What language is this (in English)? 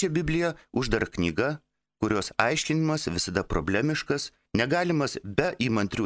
Lithuanian